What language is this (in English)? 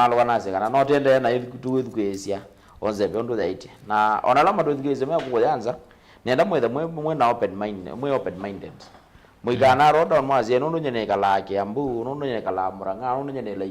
Kamba